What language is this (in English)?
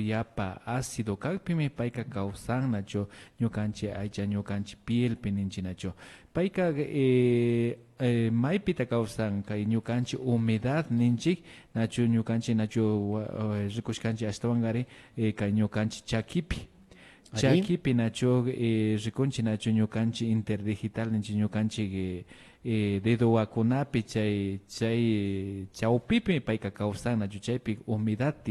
Imbabura Highland Quichua